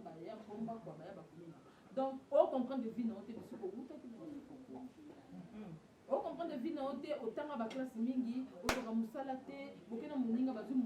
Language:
Lingala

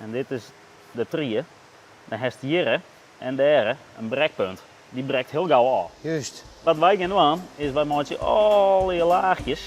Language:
Western Frisian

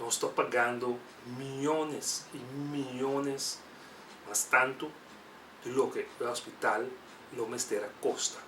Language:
Papiamento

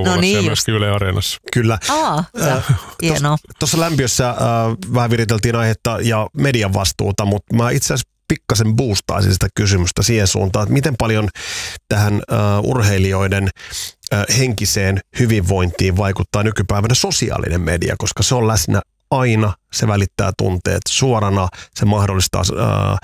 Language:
Finnish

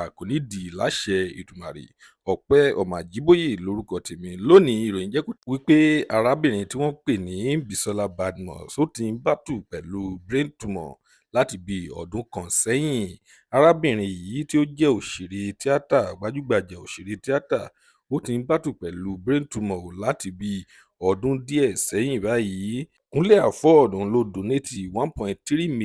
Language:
Yoruba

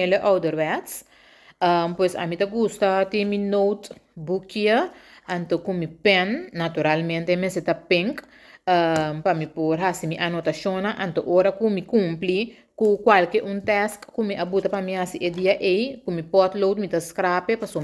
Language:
Papiamento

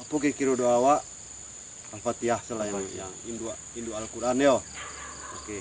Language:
Minangkabau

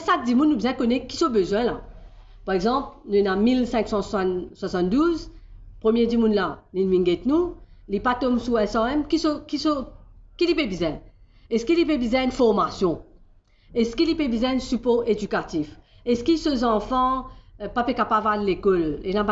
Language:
Morisyen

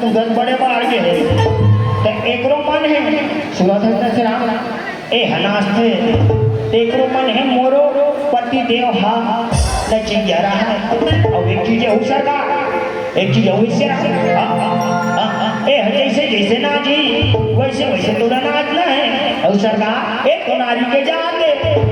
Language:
Chhattisgarhi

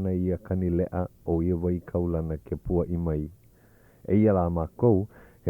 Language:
Hawaiian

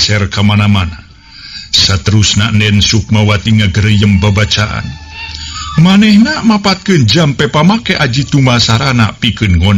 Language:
Sundanese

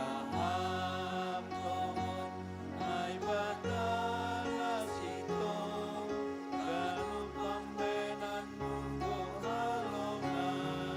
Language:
Batak Simalungun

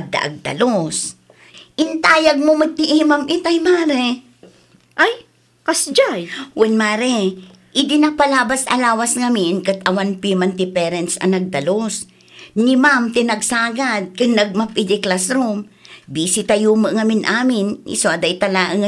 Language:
Iloko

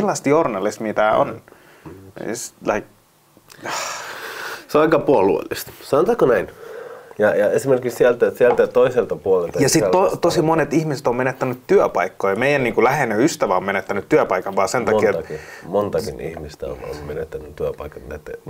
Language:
Finnish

